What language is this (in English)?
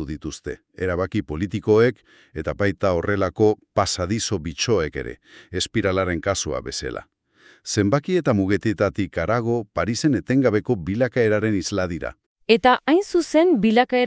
Basque